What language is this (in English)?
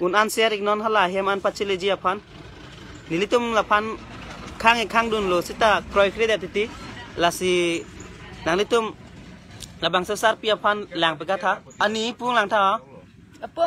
Karbi